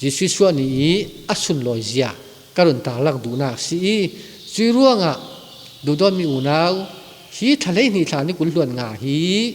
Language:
Falam Chin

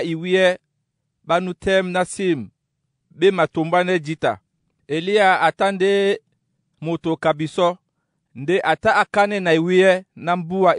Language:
Duala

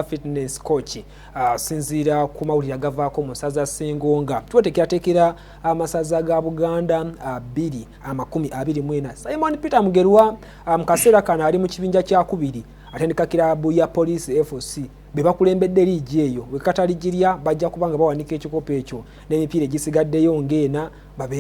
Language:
Ganda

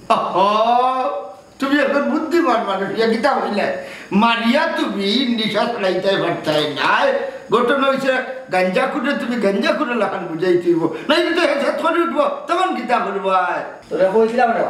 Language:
Sylheti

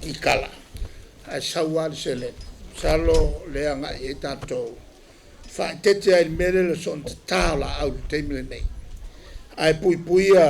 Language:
Samoan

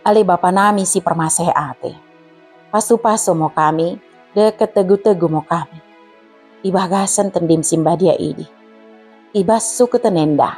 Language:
Batak Dairi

